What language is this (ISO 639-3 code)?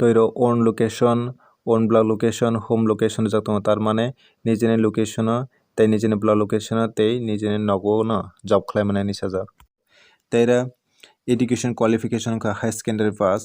trp